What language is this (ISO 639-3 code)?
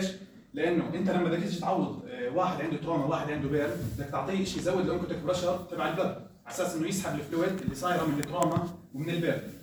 apc